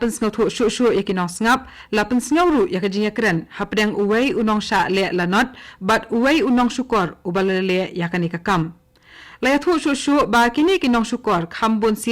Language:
Khasi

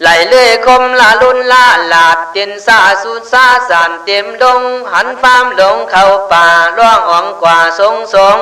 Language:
Khün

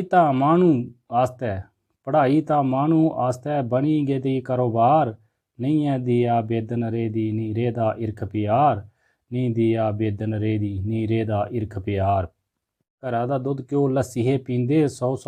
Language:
Dogri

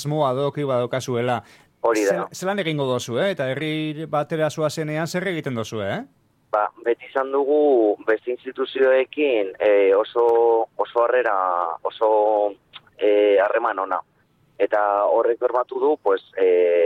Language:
Basque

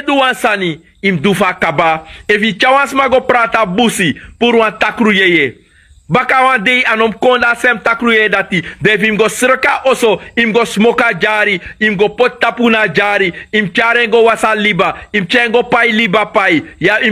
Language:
Sranan Tongo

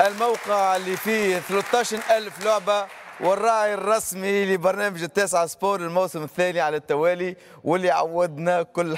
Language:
Tunisian Arabic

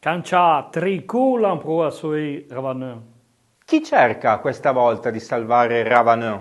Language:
Arpitan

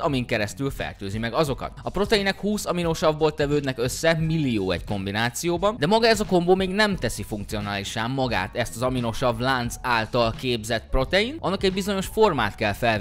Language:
Hungarian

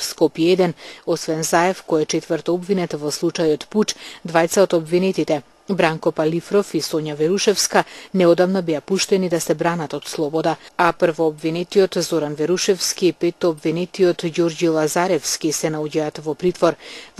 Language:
Macedonian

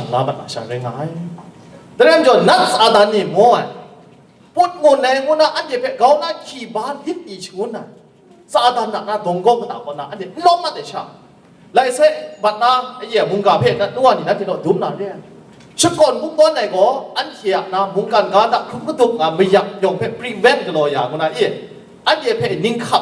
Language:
Kachin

